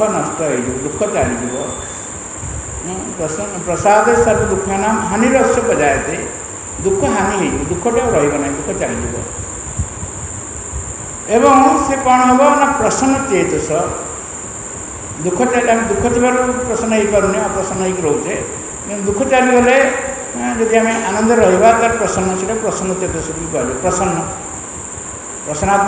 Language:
Odia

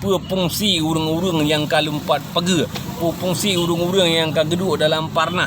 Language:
Achinese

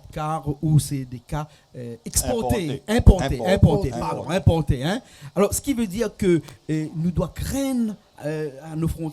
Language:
Réunion Creole French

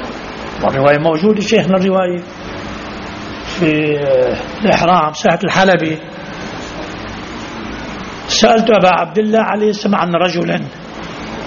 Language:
Arabic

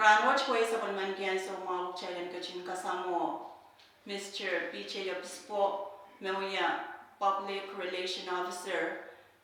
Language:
Pohnpeian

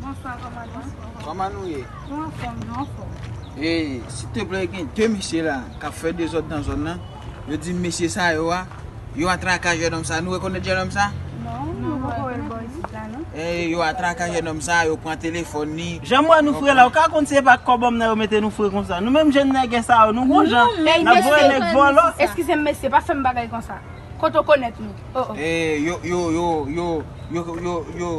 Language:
Haitian Creole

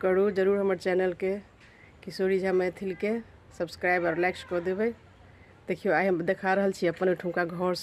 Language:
Maithili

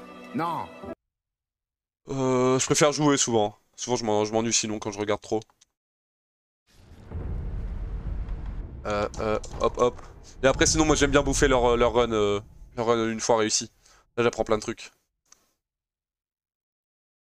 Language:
French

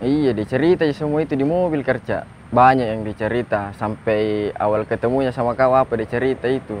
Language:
Makassar Malay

